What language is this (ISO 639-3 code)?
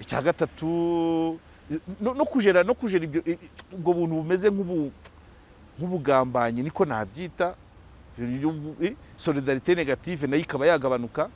kin